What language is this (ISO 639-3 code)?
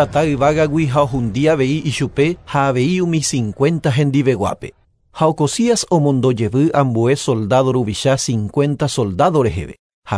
grn